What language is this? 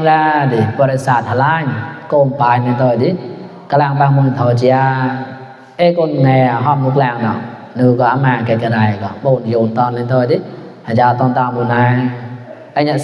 Mon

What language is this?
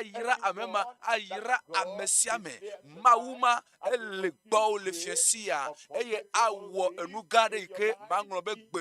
Ewe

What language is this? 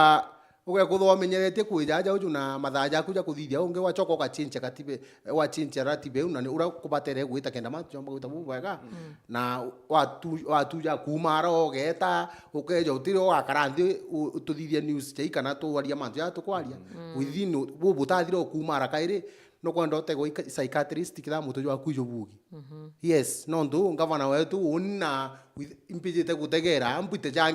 Meru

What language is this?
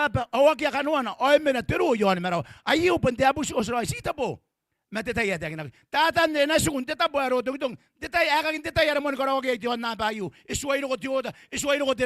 Gilbertese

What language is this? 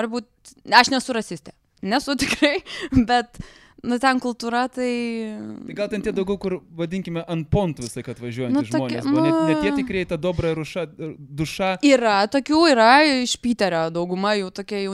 Lithuanian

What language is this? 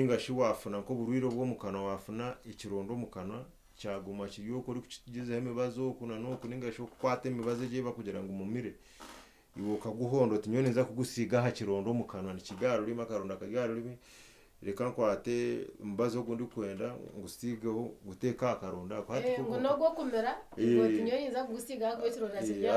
Nyankole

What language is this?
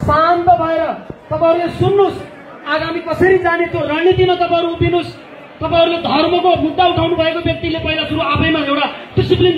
Nepali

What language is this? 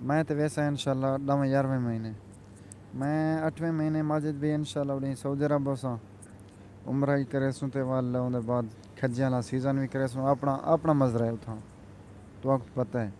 Saraiki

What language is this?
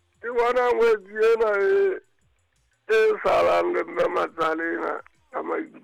Southern Sotho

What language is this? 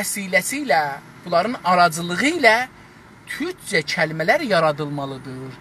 South Azerbaijani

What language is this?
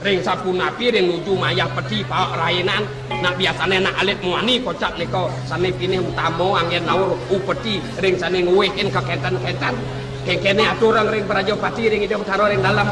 Balinese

